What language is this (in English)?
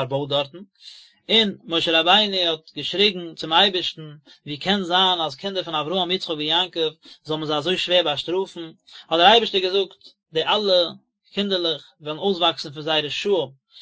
Yiddish